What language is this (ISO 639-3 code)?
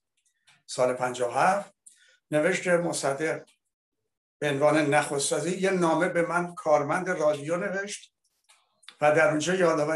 fas